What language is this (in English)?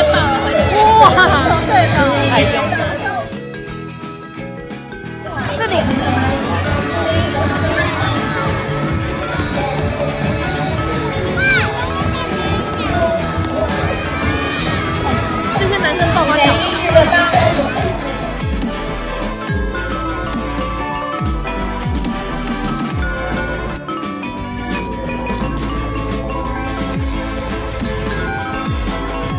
Chinese